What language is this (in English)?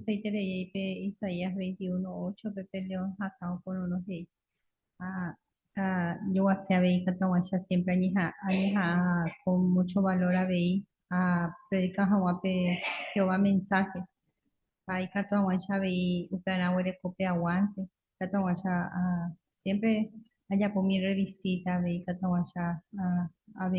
Guarani